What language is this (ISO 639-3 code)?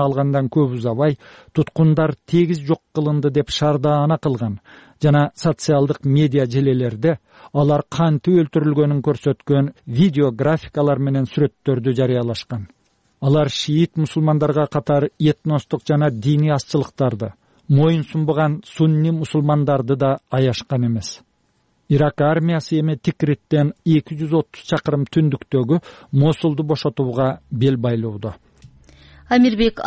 kir